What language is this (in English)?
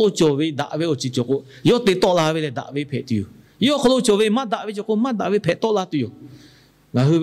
Lahu